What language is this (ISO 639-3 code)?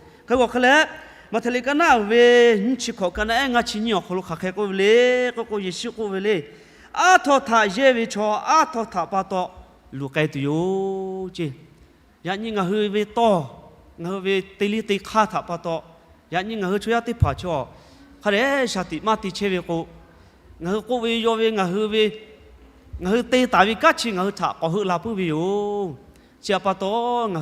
lhu